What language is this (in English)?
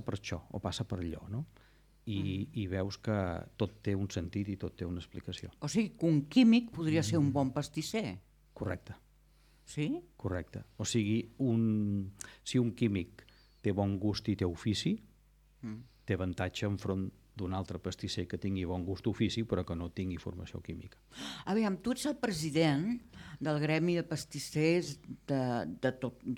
Catalan